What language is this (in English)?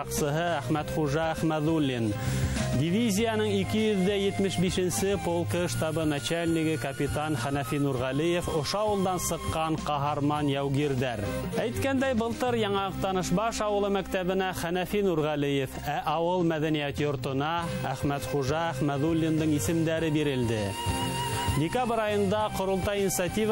Bashkir